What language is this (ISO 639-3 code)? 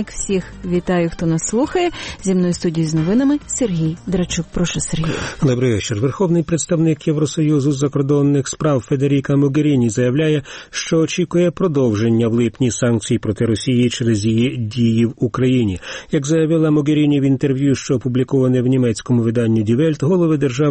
ukr